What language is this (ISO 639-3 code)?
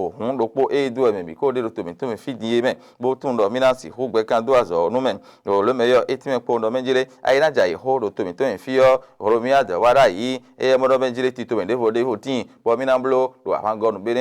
fon